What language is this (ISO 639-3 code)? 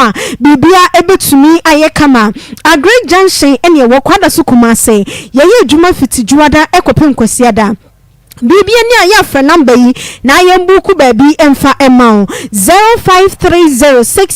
aka